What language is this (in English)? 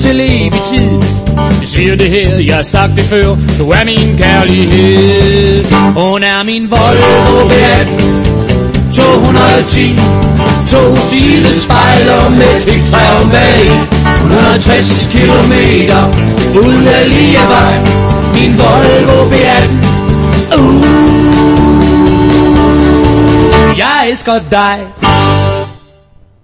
Danish